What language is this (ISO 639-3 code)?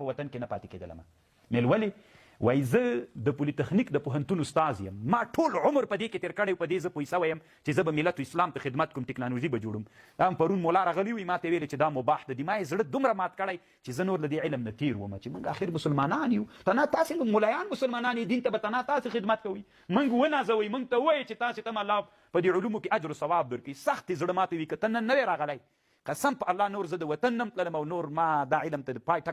pus